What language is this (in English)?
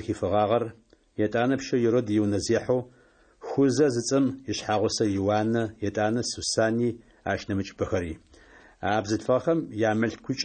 Adyghe